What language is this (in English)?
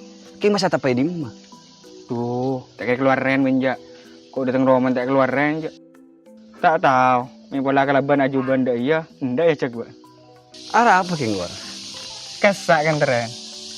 Madurese